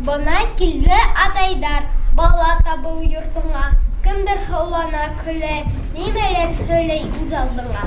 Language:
Bashkir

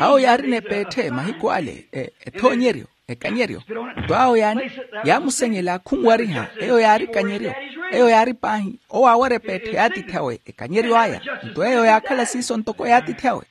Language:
Makhuwa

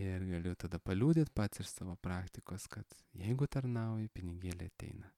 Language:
Lithuanian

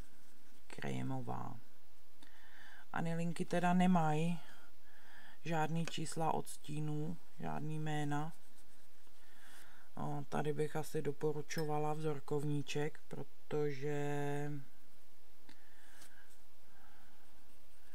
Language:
Czech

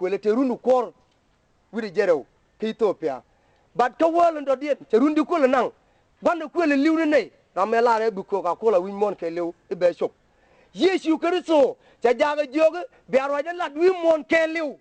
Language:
Nuer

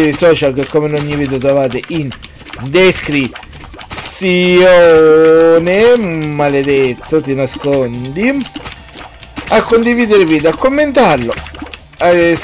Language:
Italian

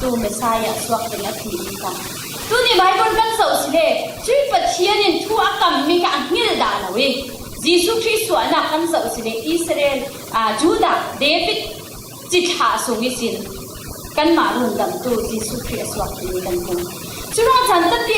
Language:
Falam Chin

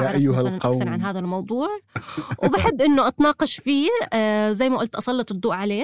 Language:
North Levantine Arabic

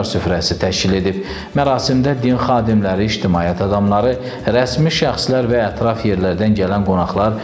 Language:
Azerbaijani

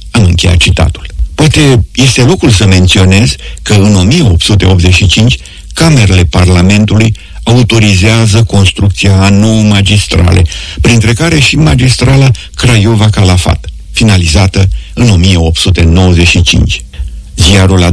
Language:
Romanian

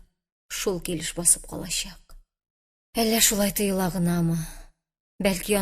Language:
Tatar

